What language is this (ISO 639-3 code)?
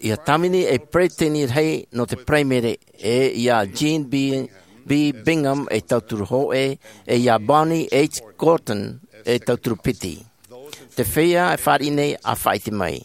tah